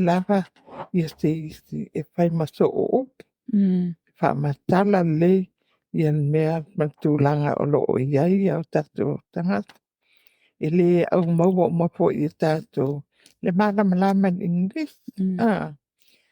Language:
Samoan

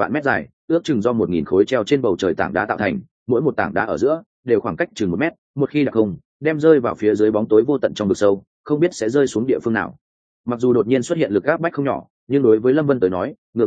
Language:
Vietnamese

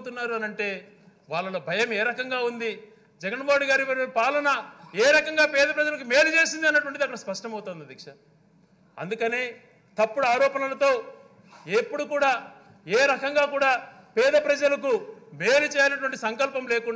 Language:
Telugu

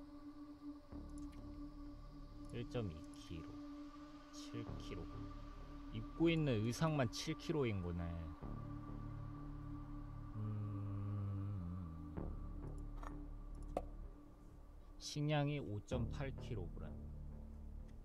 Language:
Korean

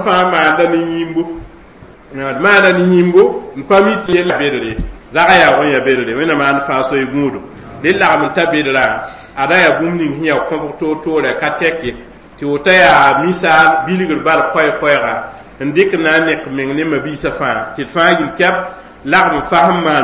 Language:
Mossi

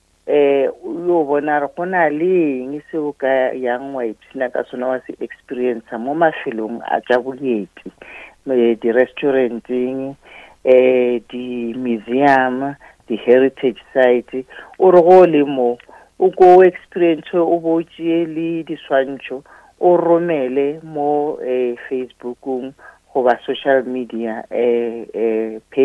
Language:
Northern Sotho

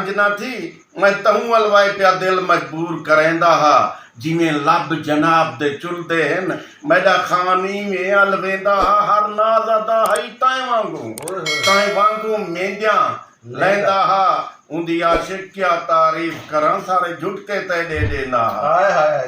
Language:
Saraiki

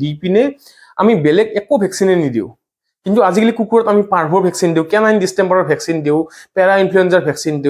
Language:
Assamese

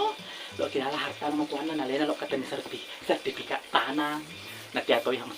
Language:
Buginese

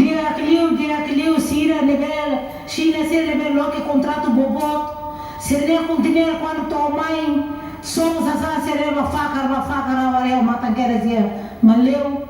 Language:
Tetum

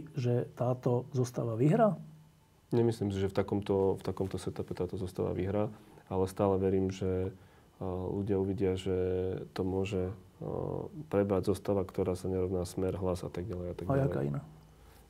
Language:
Slovak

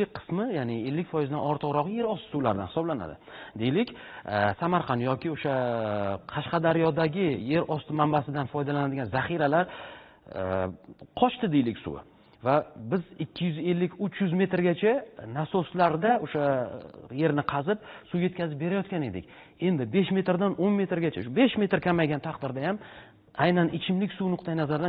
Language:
Uzbek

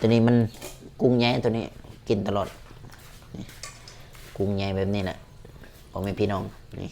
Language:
Lao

